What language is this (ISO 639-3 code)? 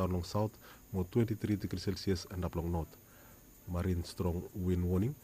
bis